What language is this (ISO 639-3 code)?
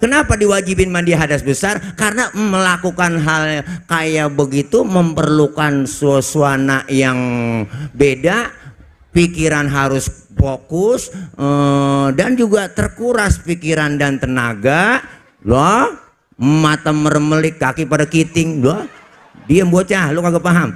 bew